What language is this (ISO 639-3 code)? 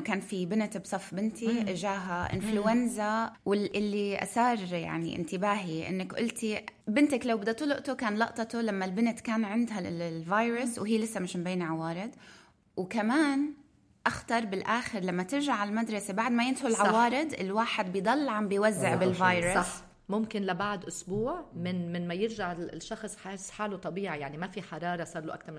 apc